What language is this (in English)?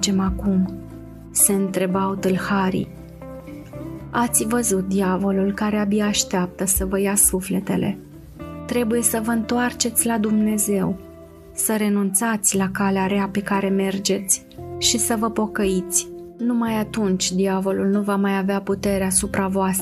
Romanian